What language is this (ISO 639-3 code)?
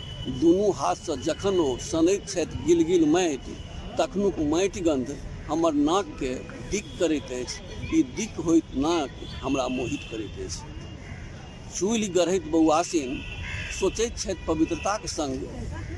mai